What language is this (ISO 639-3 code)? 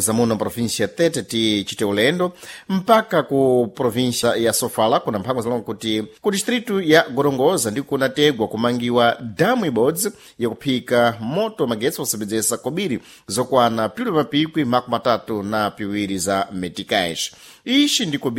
seh